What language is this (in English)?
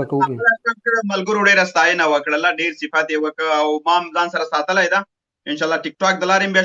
Pashto